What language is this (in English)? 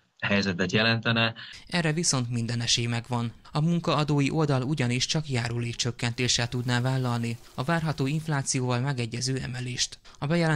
Hungarian